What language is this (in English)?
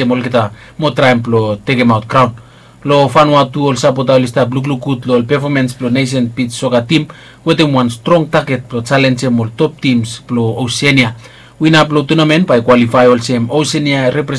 Bislama